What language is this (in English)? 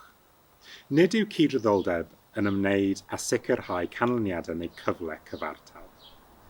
Welsh